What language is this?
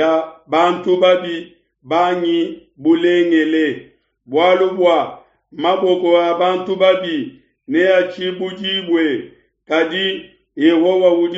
Luba-Lulua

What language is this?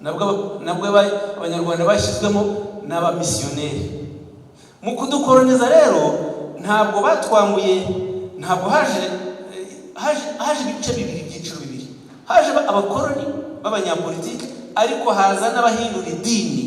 Kinyarwanda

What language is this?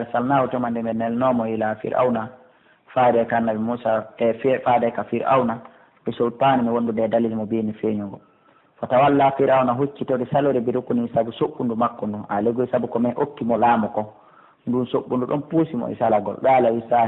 Pular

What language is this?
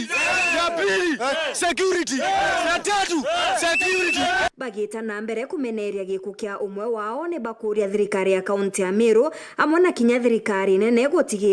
Meru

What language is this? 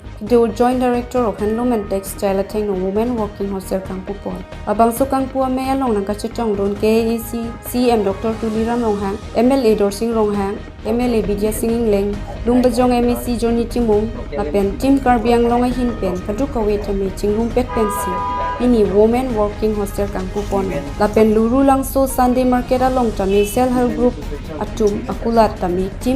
Karbi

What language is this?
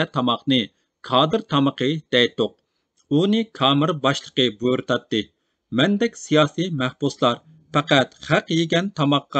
Uyghur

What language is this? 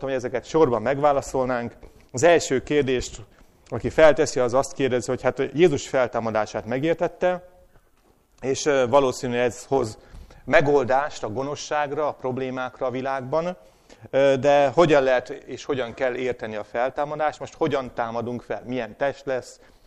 Hungarian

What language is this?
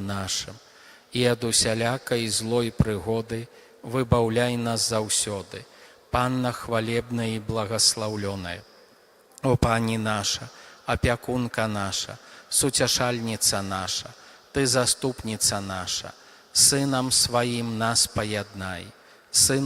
Belarusian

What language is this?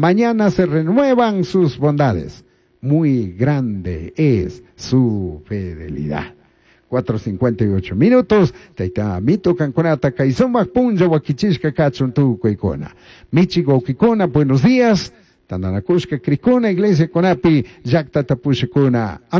Chimborazo Highland Quichua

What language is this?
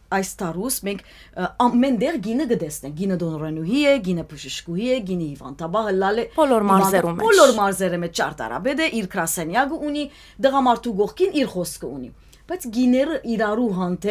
Western Armenian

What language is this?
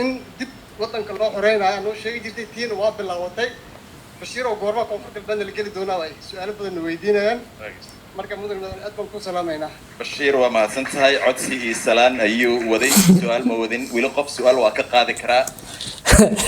Somali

